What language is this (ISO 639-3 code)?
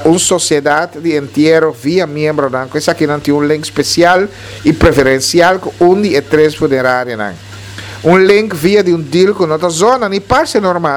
pap